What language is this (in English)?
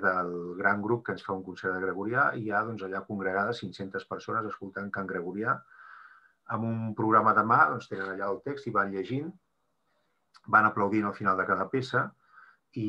Catalan